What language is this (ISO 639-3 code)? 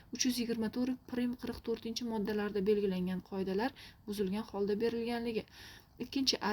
uzb